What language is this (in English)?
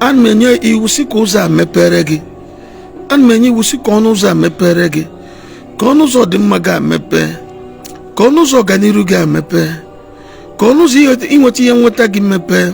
Igbo